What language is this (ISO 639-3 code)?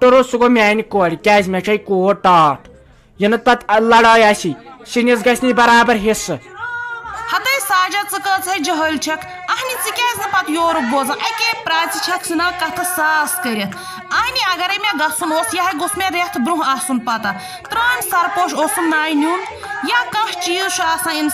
kas